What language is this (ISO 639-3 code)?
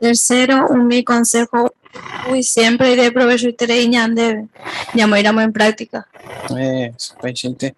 grn